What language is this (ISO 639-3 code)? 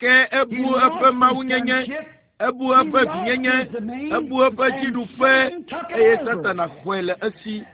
ewe